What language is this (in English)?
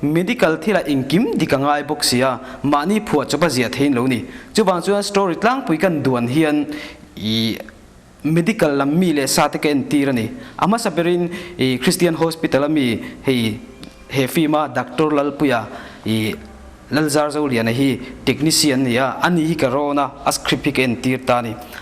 Mizo